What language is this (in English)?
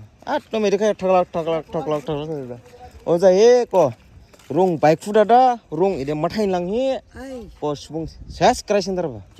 Dimasa